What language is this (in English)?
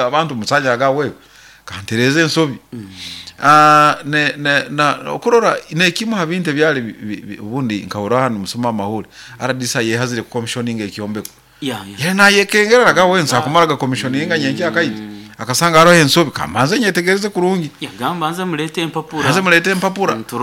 Nyoro